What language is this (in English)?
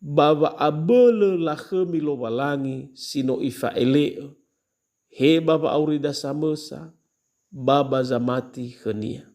Nias